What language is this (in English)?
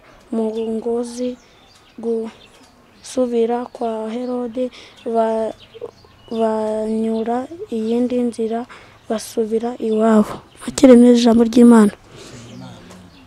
Kinyarwanda